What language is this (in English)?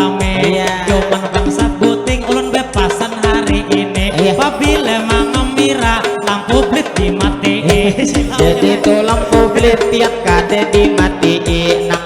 Banjar